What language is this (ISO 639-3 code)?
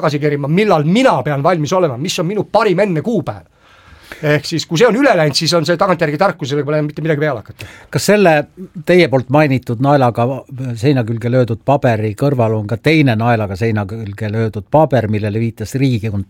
est